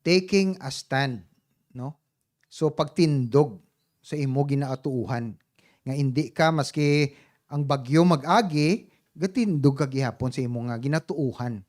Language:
Hiligaynon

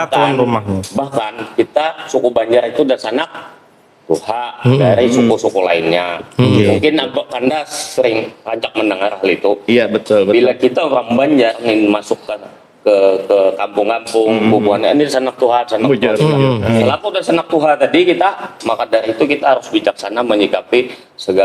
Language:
Banjar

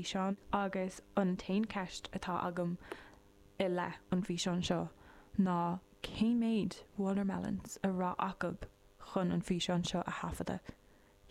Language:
Irish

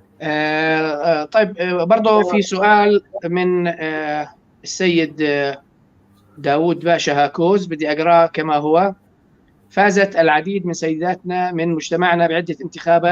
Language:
North Levantine Arabic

